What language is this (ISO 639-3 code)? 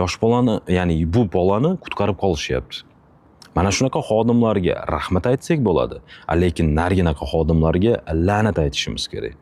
uzb